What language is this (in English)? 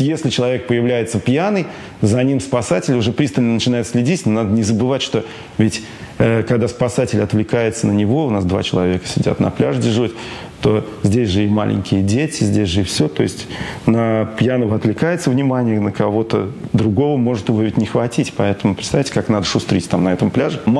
Russian